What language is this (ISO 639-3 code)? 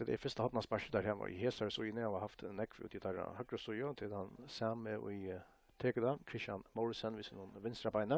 fao